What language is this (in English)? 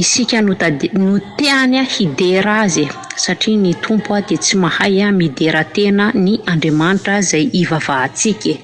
Malagasy